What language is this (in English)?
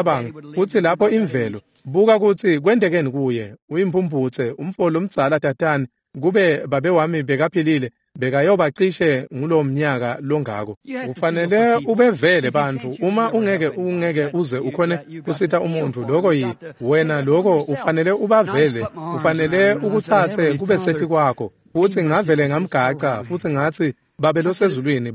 Swati